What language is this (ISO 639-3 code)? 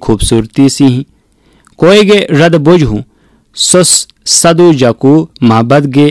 urd